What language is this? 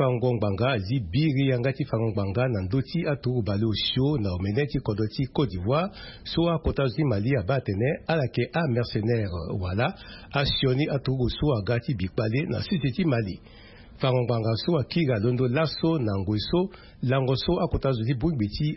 Sango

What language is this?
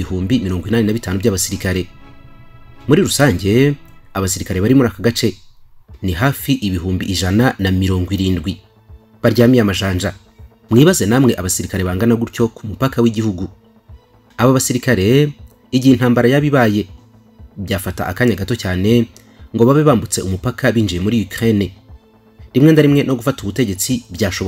Kinyarwanda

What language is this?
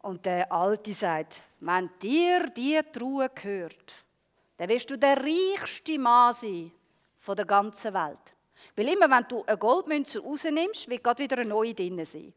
Swiss German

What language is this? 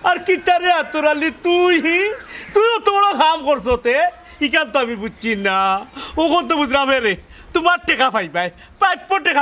Sylheti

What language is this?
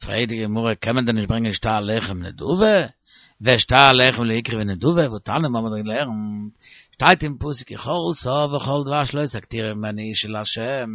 Yiddish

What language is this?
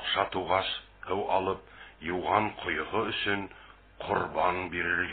Bashkir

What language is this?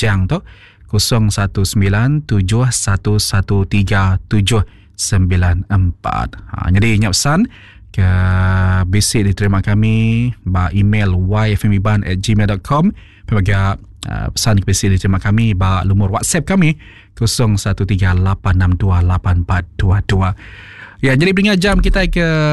Iban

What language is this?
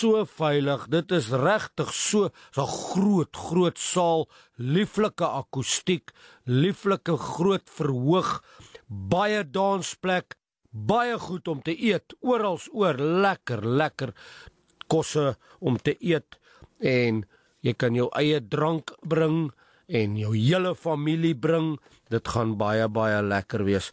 Afrikaans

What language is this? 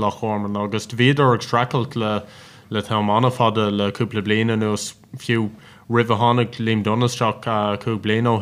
Irish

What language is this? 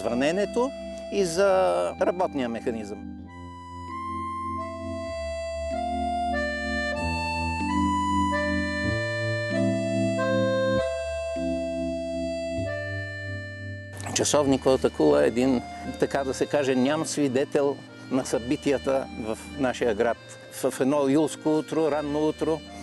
Bulgarian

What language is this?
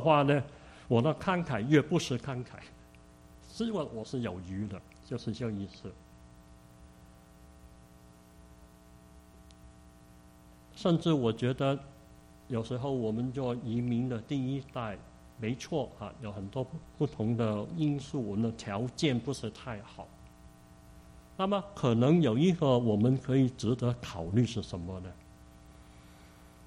Chinese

